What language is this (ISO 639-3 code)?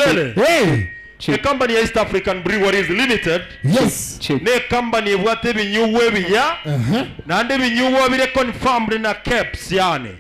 guz